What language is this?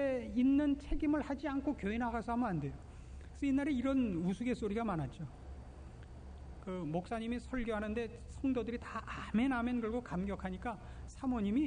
Korean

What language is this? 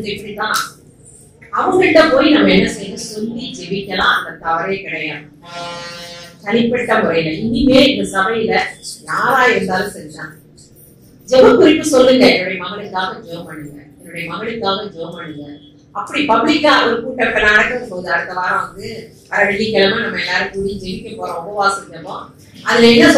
Tamil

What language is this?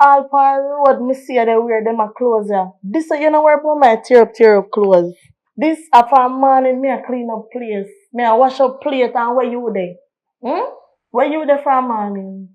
Jamaican Creole English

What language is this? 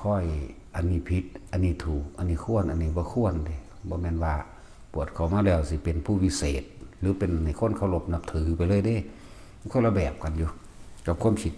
Northeastern Thai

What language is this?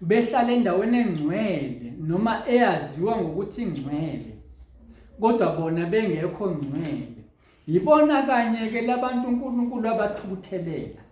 Zulu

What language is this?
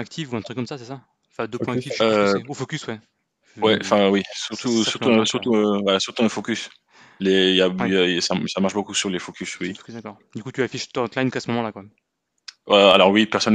French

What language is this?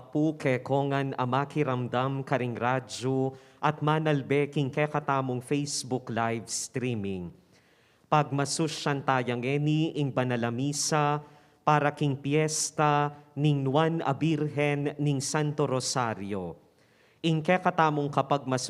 Pampanga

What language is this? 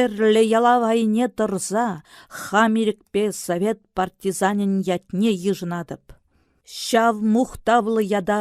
Chuvash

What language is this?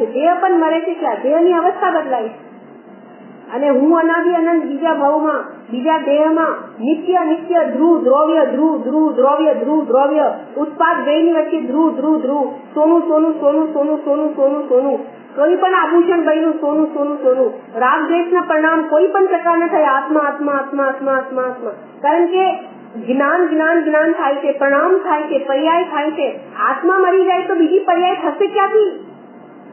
Gujarati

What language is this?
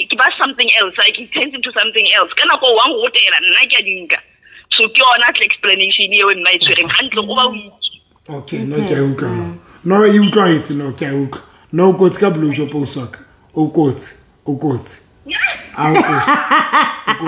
Southern Sotho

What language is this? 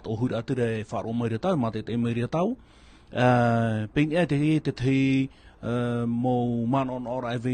Tahitian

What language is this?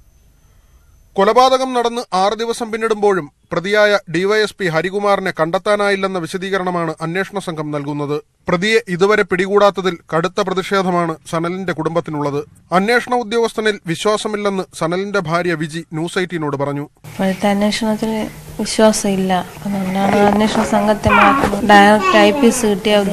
Malayalam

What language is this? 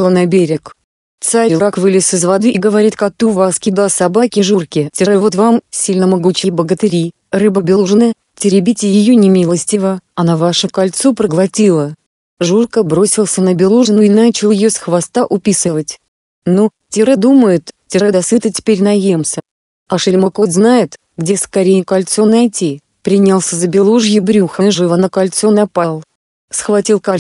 Russian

